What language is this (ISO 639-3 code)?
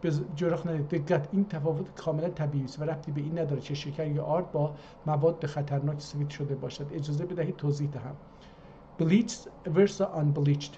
azb